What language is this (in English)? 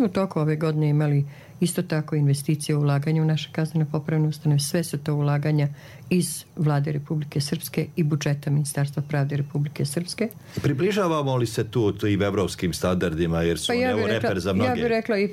Croatian